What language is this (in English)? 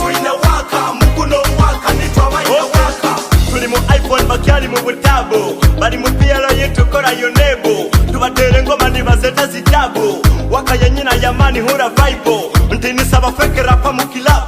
Nyoro